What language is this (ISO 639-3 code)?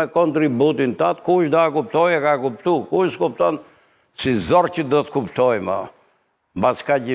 sqi